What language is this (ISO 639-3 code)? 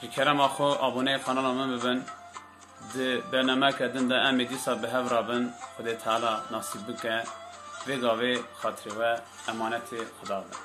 kur